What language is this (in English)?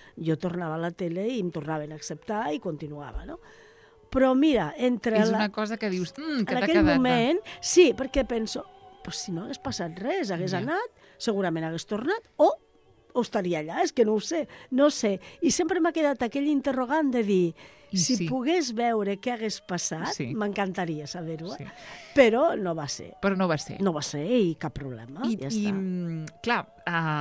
Catalan